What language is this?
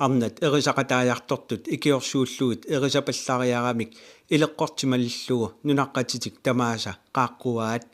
Kalaallisut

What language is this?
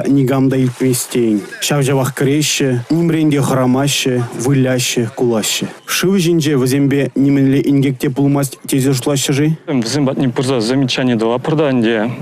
Chuvash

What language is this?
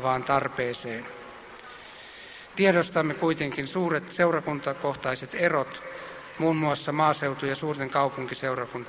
Finnish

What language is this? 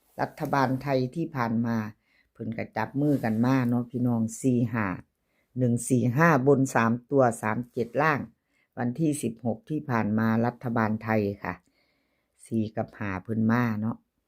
Lao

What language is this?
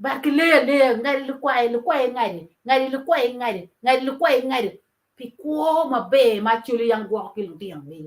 Acoli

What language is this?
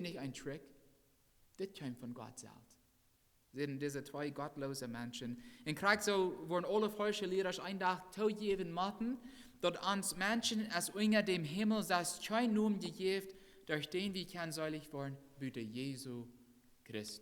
Plautdietsch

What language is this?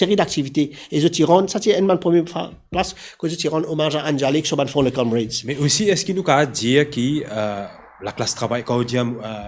Morisyen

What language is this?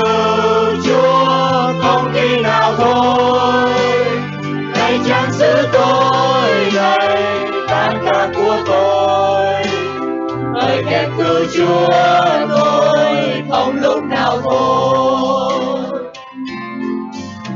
Vietnamese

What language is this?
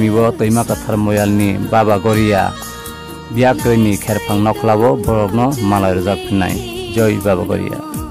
Kok Borok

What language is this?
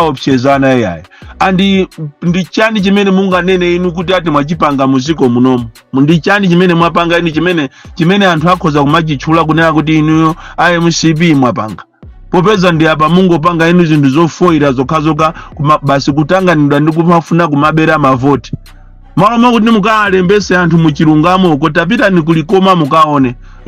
Nyanja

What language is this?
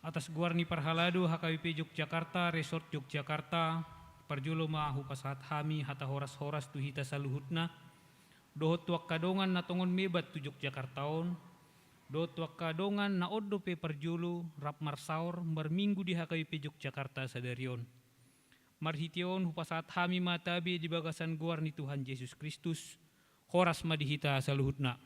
Batak Toba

